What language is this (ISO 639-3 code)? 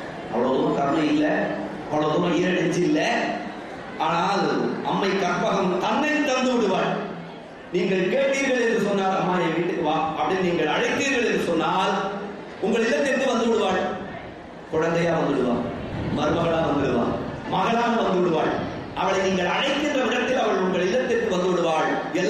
tam